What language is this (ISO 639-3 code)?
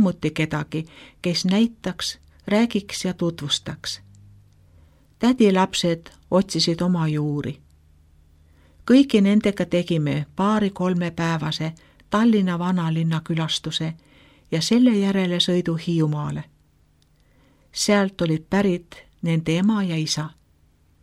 est